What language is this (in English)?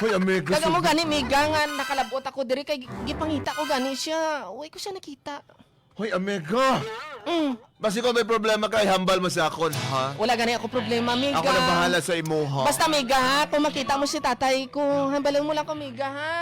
Hiligaynon